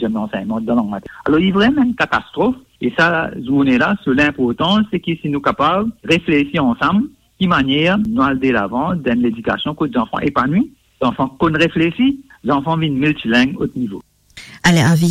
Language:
Morisyen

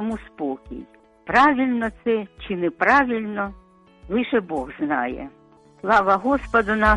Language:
Ukrainian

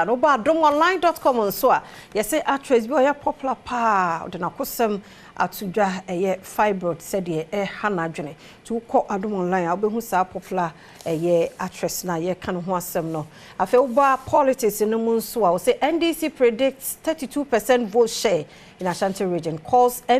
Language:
Akan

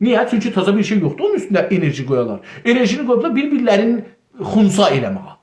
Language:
South Azerbaijani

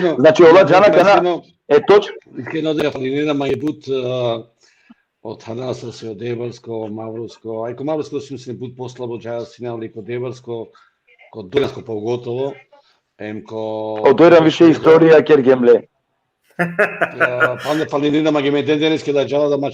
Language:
Balkan Romani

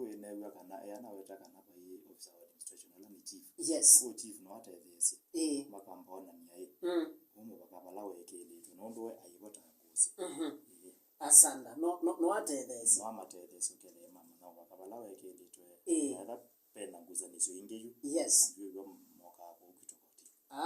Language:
Kamba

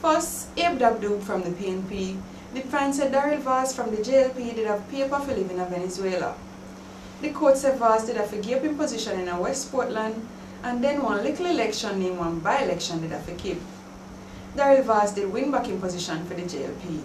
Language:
Jamaican Creole English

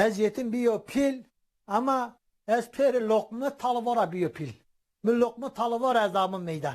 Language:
Zaza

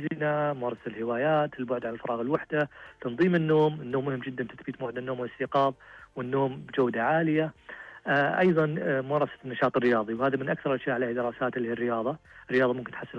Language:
Najdi Arabic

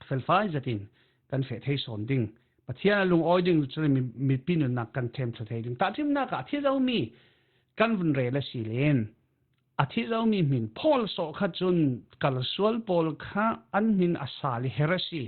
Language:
Falam Chin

